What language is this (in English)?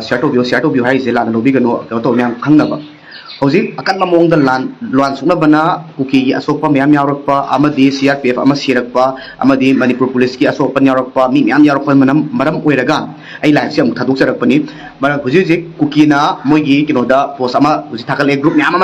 Manipuri